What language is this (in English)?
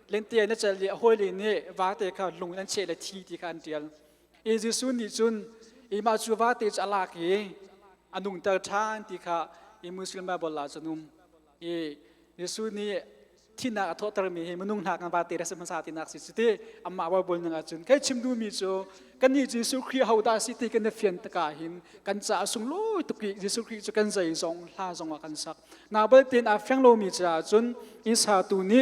Hakha Chin